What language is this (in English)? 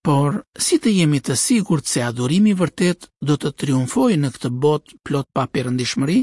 Albanian